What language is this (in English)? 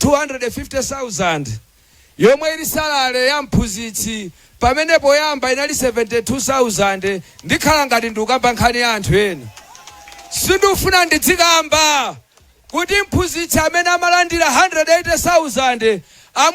Nyanja